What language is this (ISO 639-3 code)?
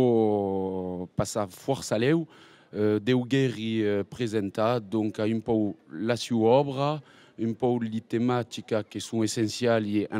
oci